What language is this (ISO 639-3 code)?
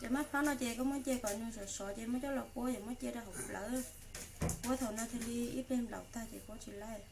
hmn